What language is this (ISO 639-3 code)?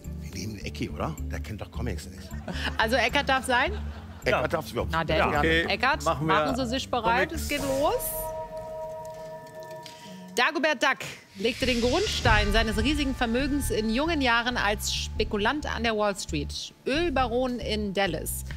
deu